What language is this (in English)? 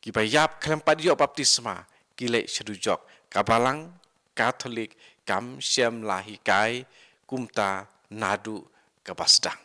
Khasi